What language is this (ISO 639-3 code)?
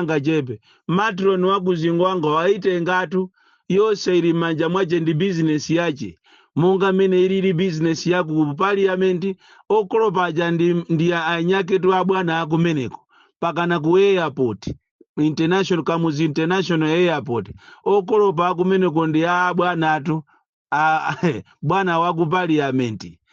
nya